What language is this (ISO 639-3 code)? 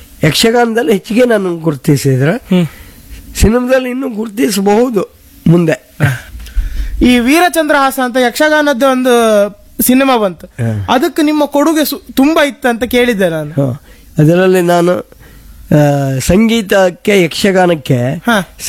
kan